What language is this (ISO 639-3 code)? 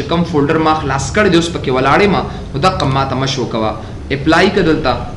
pus